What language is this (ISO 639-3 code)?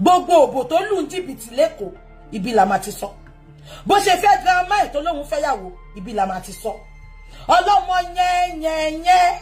yor